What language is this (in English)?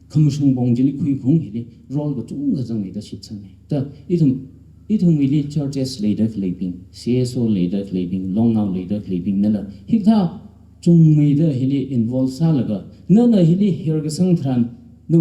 Tangkhul Naga (India)